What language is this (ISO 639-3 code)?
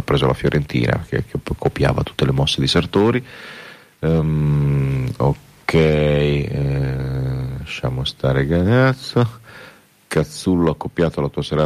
ita